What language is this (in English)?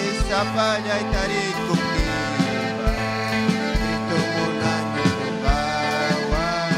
Ayacucho Quechua